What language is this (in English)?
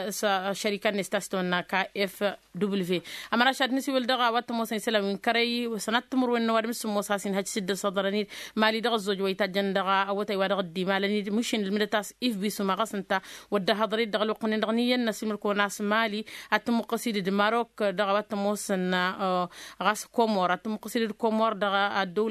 Tamasheq